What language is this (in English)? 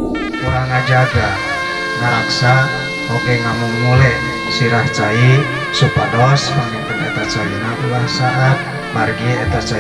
Sundanese